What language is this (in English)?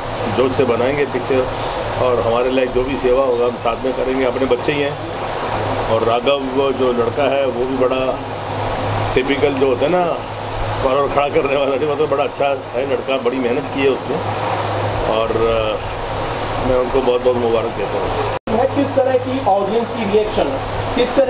Hindi